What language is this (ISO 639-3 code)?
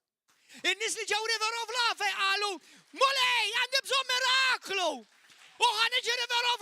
mlt